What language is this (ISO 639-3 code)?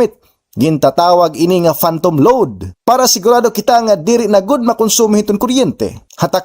war